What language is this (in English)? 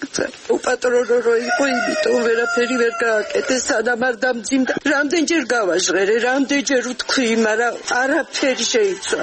Georgian